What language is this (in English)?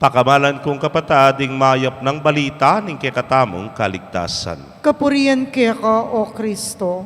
Pampanga